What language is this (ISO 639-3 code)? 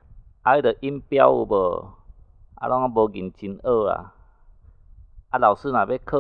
nan